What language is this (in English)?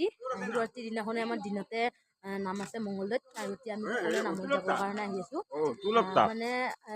Assamese